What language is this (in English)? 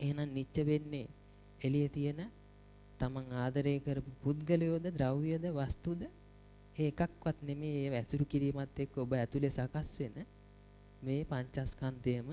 Sinhala